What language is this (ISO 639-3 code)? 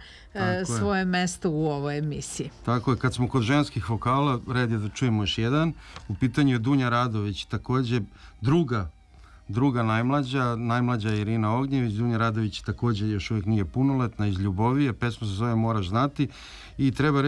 srp